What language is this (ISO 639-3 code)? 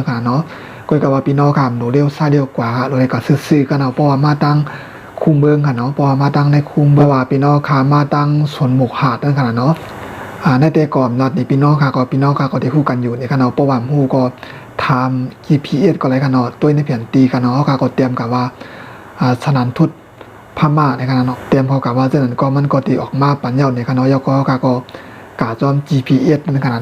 shn